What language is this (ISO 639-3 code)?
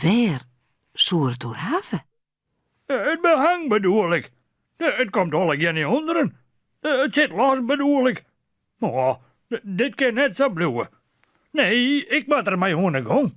fry